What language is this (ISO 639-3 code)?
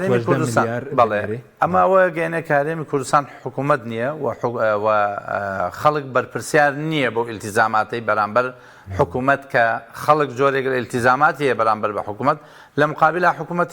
ckb